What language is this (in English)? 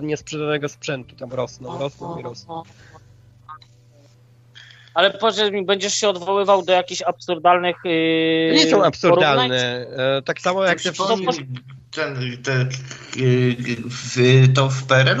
Polish